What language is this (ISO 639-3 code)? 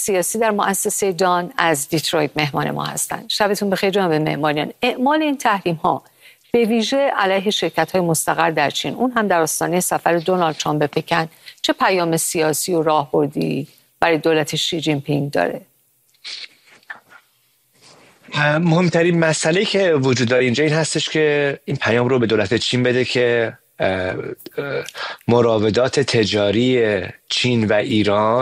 fas